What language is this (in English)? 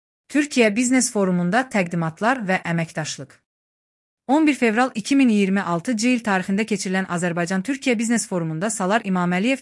Azerbaijani